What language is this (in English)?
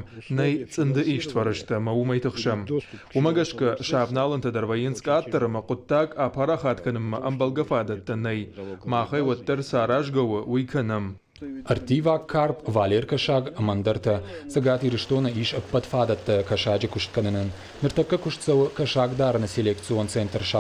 Ossetic